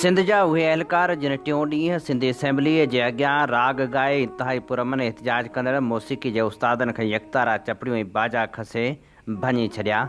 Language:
Sindhi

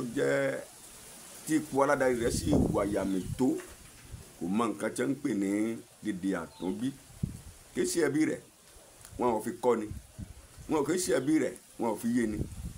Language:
Yoruba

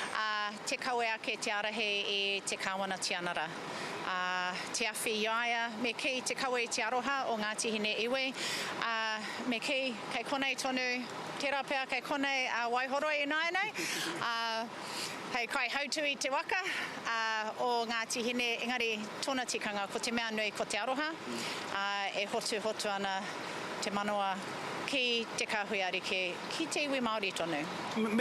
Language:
Māori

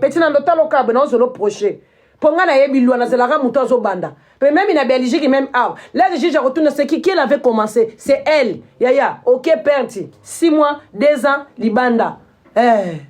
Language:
Lingala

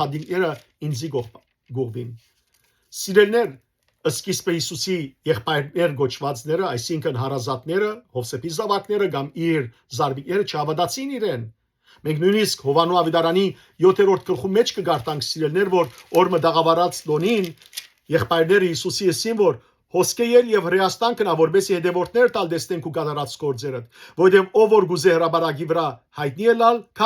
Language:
Western Armenian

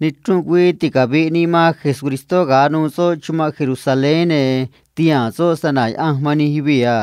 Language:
Copala Triqui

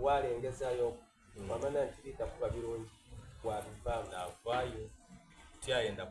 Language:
Soga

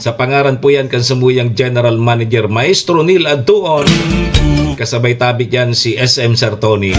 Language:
Bikol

